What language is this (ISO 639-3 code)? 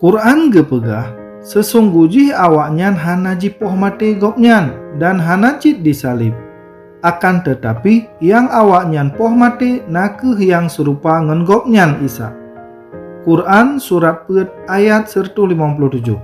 ace